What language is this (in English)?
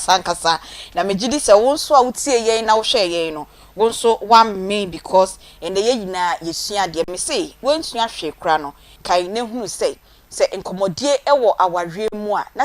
Akan